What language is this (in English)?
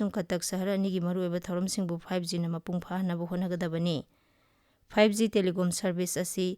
Manipuri